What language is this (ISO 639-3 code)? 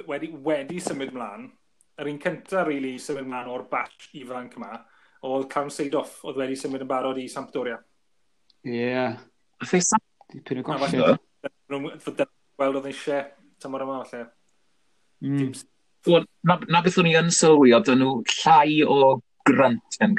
cym